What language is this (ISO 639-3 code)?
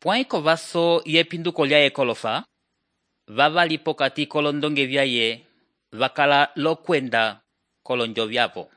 umb